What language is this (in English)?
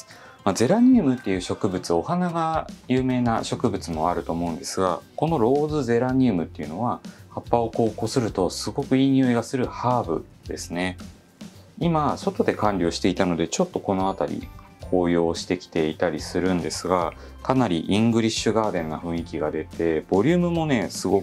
Japanese